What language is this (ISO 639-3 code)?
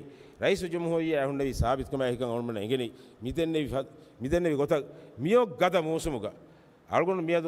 div